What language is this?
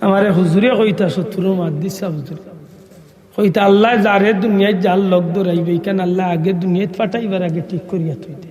Sylheti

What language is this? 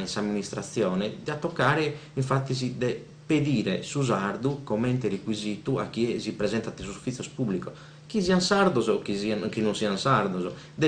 Sardinian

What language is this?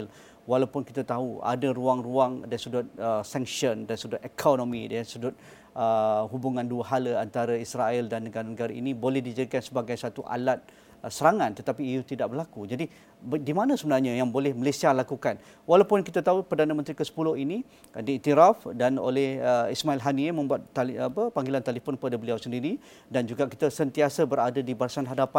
Malay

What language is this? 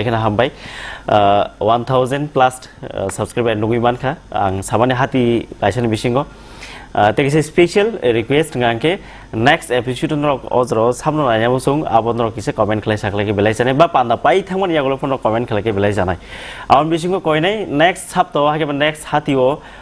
Kok Borok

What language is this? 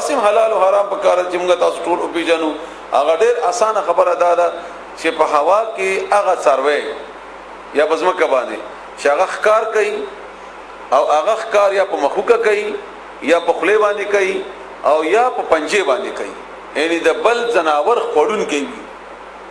Pashto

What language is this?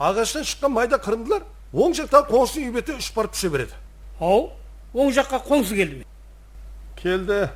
Kara-Kalpak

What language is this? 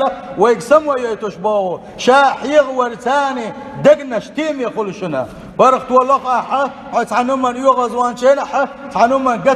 Chechen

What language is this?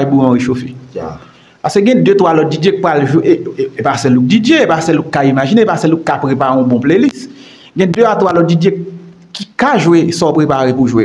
Haitian Creole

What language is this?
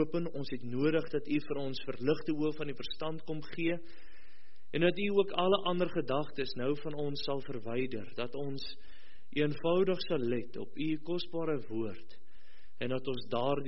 Afrikaans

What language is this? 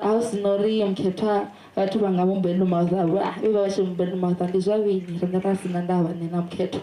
Venda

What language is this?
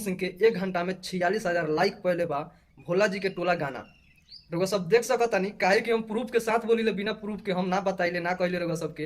Bhojpuri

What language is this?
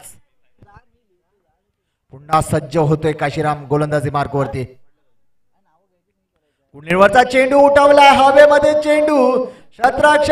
Marathi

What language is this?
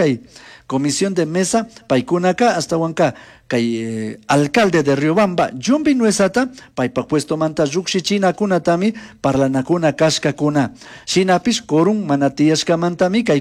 Chimborazo Highland Quichua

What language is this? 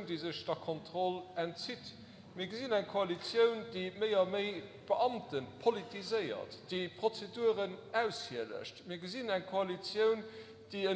Luxembourgish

